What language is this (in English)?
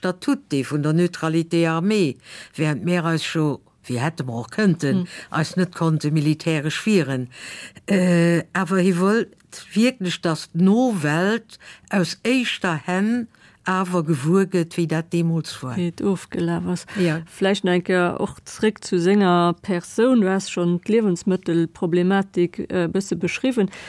Luxembourgish